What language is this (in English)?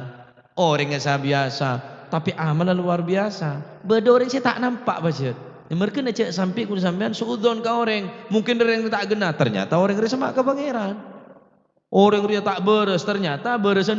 Madurese